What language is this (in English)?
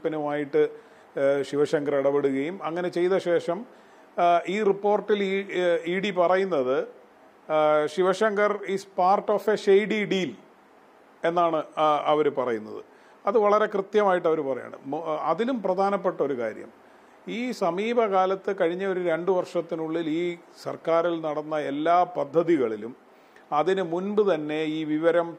Malayalam